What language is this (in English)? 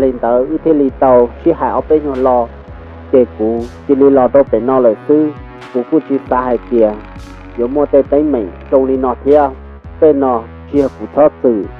Hmong